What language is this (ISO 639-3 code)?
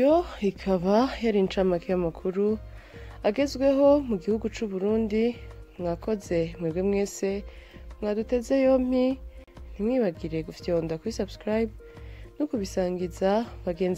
run